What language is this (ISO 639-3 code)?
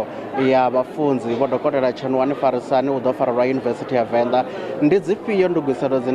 ven